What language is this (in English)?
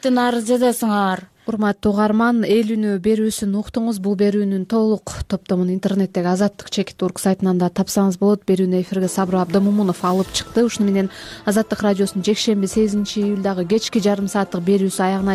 Kyrgyz